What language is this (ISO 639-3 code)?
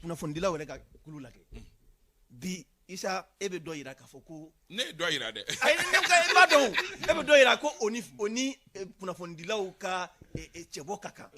bam